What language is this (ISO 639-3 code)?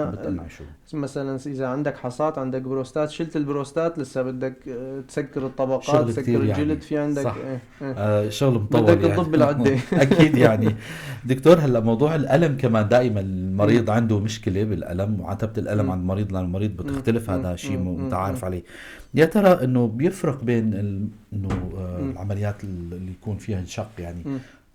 apc